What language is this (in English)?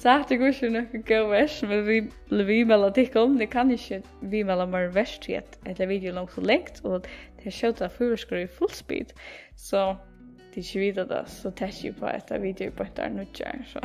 Faroese